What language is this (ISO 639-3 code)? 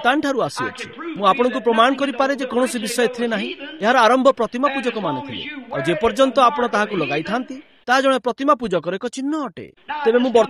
ori